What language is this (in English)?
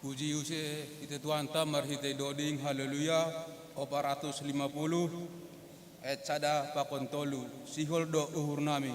Batak Simalungun